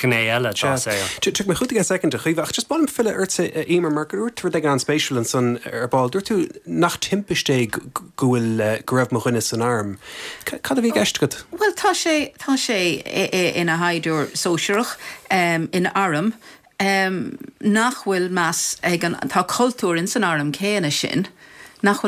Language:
Irish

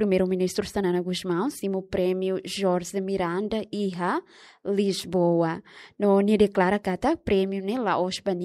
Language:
Tetum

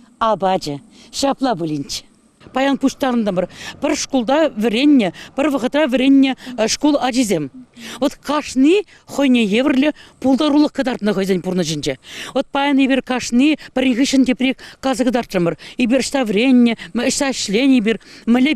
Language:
Chuvash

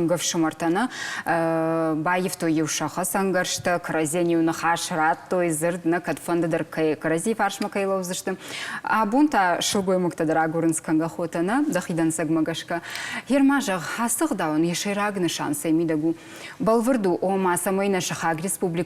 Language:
Ossetic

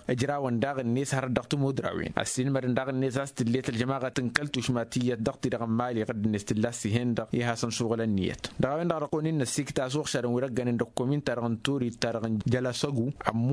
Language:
Tamasheq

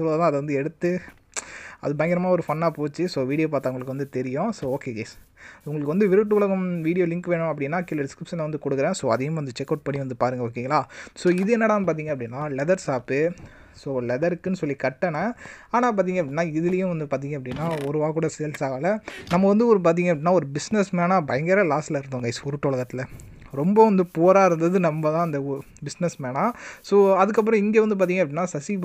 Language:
Tamil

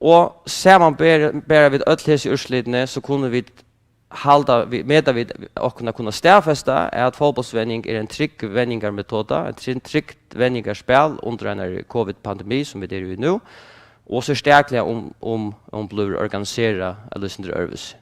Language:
Faroese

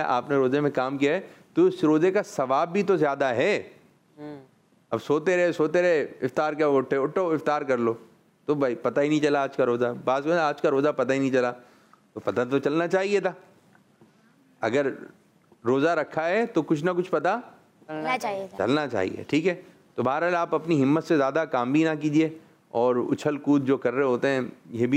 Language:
Hindi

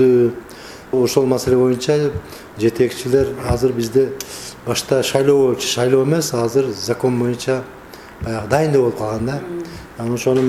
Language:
Kyrgyz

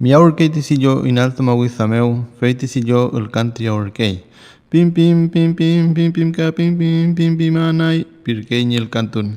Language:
Mapuche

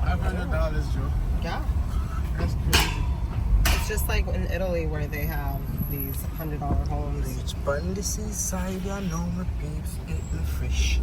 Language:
Jamaican Creole English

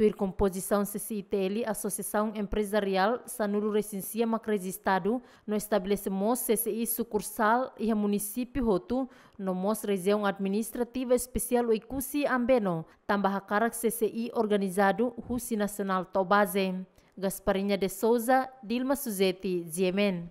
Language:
Tetum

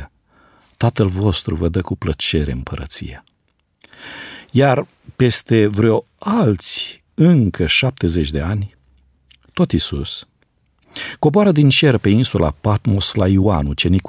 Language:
Romanian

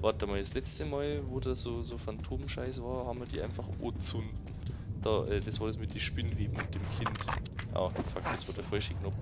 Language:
Bavarian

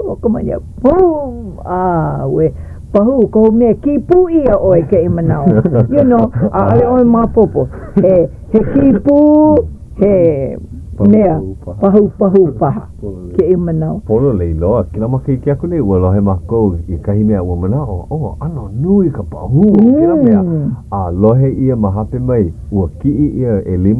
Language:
Hawaiian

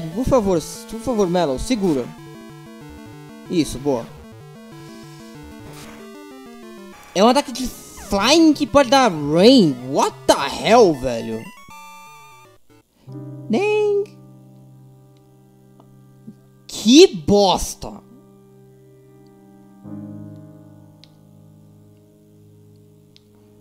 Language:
Portuguese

